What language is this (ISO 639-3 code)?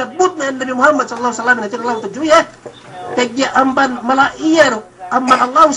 yka